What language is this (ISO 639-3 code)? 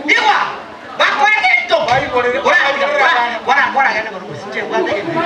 guz